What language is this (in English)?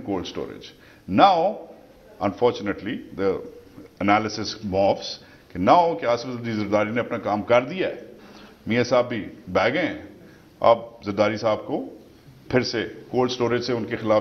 Urdu